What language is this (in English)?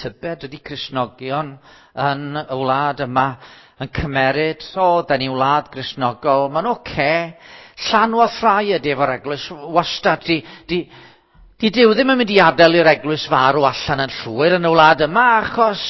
Welsh